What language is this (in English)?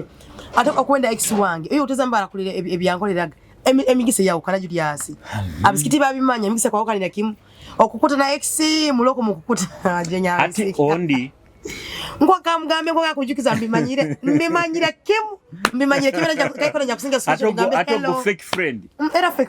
Nyoro